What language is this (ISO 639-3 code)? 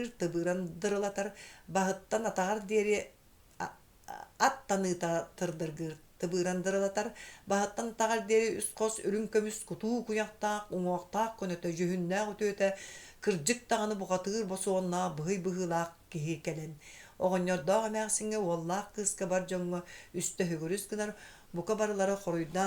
sah